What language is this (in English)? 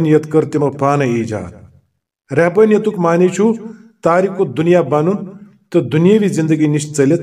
Kashmiri